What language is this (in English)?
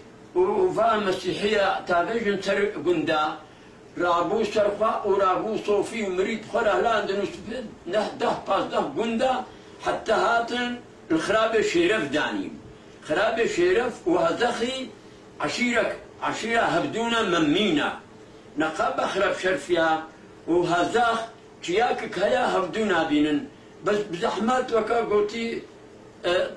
Kurdish